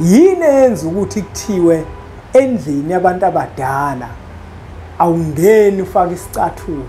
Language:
Zulu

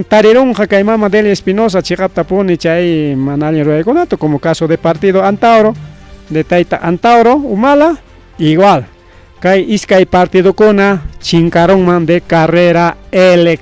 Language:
Ayacucho Quechua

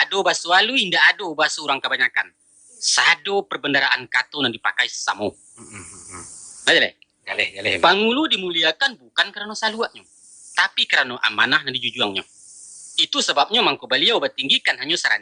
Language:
Minangkabau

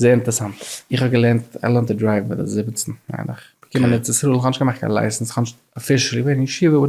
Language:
Yiddish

